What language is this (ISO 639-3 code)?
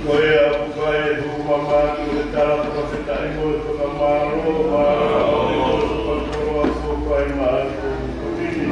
ton